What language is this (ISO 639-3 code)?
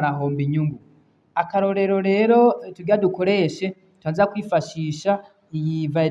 run